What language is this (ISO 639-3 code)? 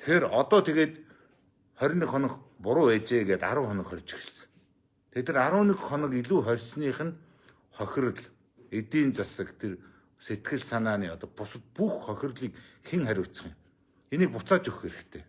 mon